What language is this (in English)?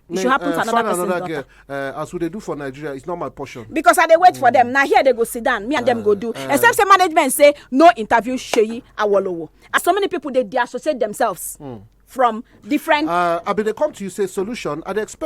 Nigerian Pidgin